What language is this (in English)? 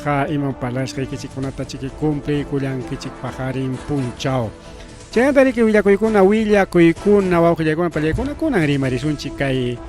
Ayacucho Quechua